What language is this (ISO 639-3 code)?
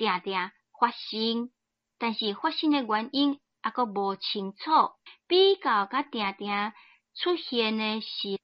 nan